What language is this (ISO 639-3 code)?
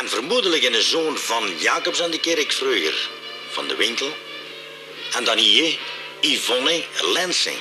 lim